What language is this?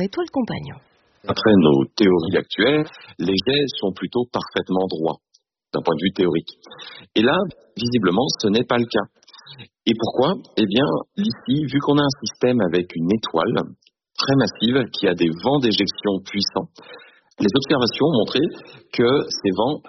French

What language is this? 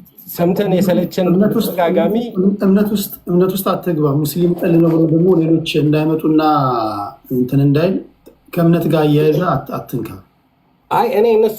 Amharic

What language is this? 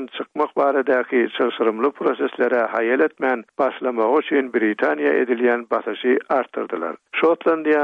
Turkmen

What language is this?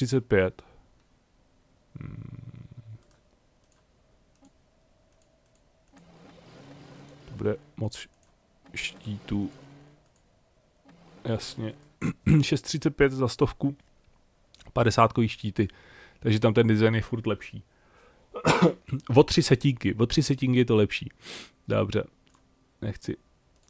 Czech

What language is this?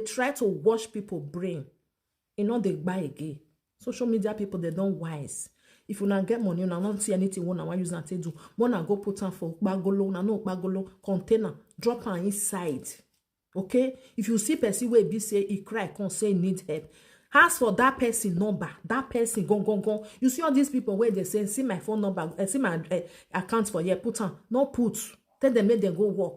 Nigerian Pidgin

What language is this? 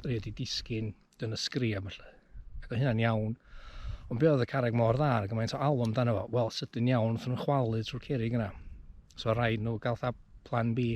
Welsh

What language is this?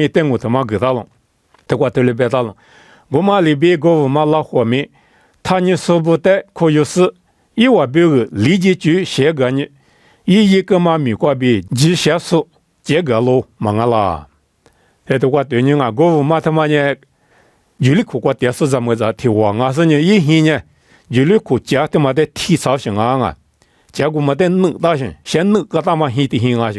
Lisu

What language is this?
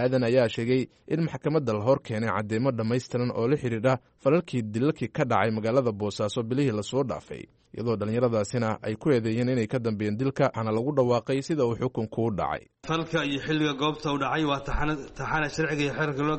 Somali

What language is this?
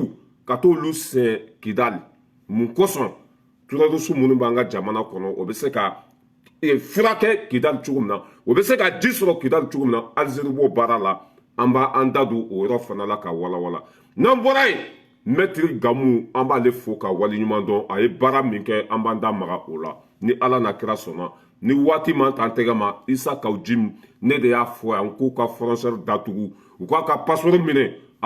Bambara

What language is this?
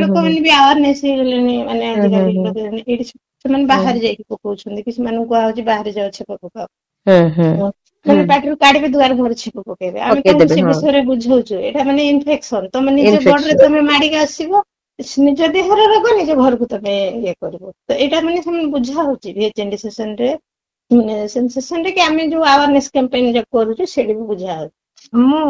Odia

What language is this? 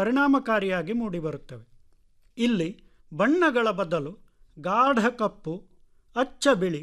Kannada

